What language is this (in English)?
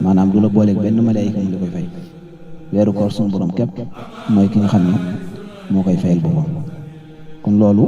Wolof